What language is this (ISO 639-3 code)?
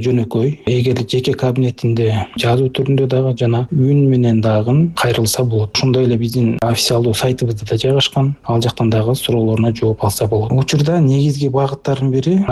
kir